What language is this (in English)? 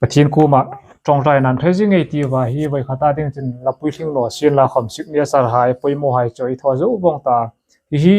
Hmar